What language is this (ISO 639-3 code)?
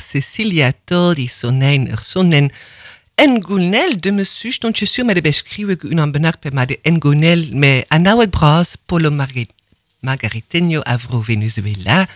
bre